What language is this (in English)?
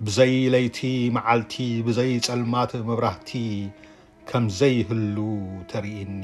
Tigrinya